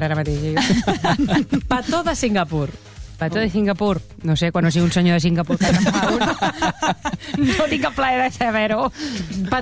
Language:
Catalan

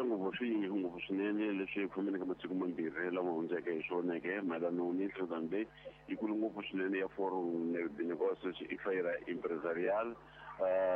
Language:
Tsonga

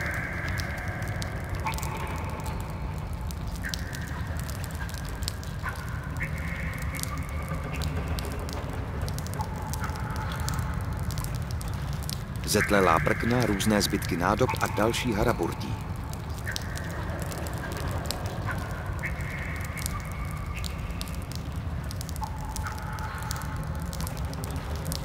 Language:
Czech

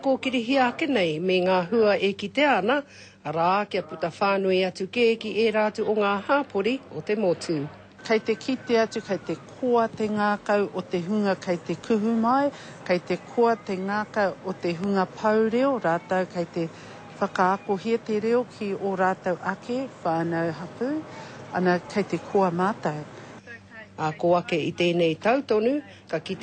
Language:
Māori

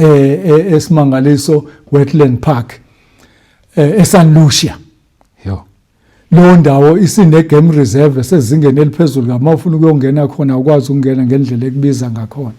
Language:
Zulu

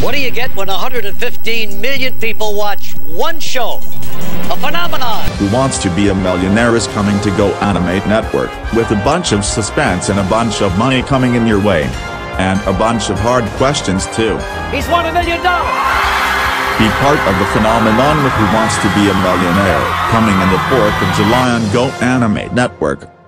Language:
English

